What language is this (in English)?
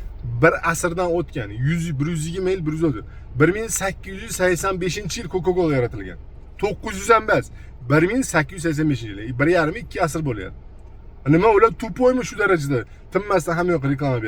Uzbek